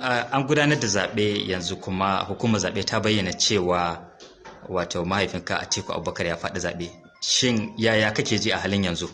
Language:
Hausa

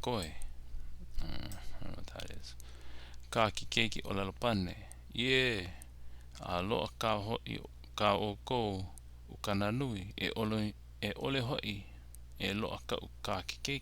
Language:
Hawaiian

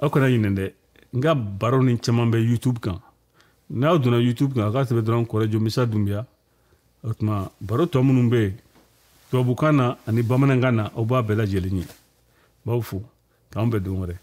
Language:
Bambara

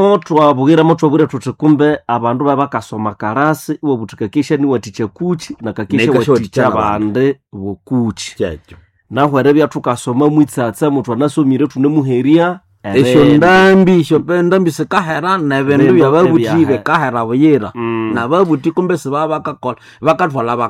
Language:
Nande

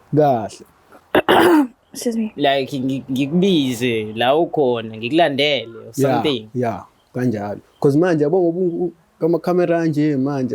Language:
Zulu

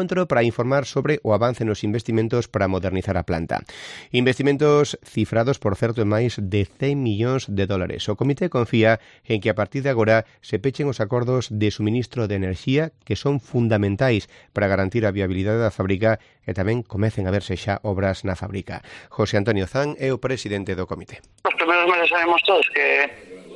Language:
Galician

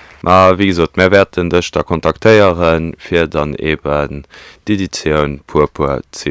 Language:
Luxembourgish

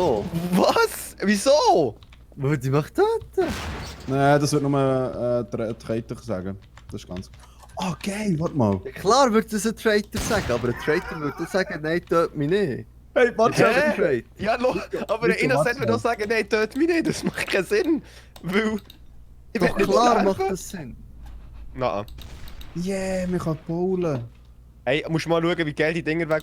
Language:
Swiss German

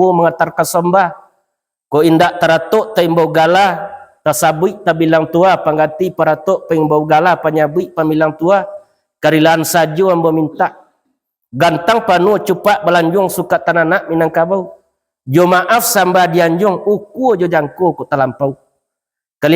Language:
Minangkabau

